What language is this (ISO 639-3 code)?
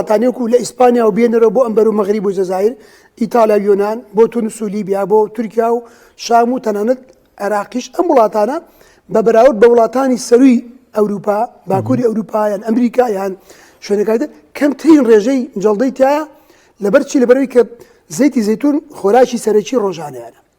ckb